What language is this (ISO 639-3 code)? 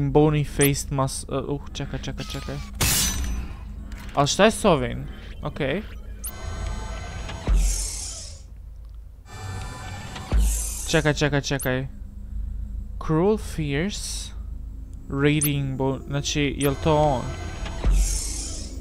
hrv